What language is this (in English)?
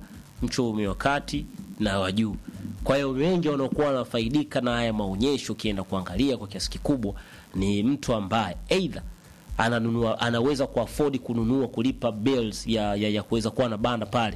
Swahili